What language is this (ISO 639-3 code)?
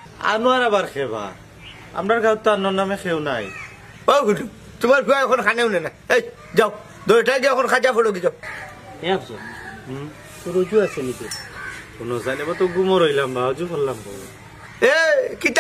syl